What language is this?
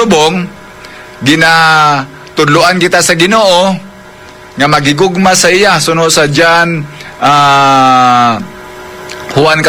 Hiligaynon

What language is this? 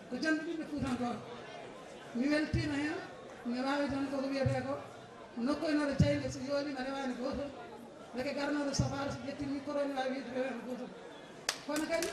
Fula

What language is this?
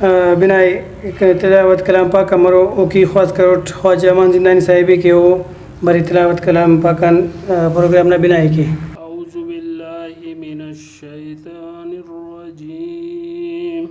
Brahui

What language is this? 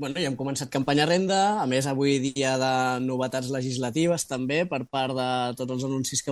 Catalan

